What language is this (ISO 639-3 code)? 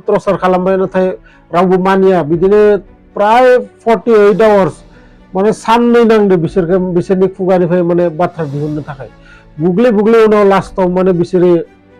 brx